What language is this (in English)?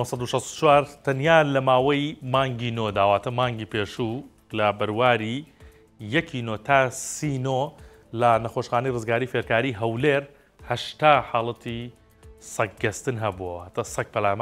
Central Kurdish